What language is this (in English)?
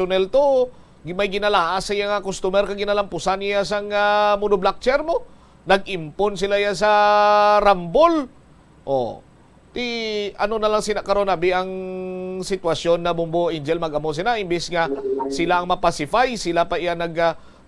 Hiligaynon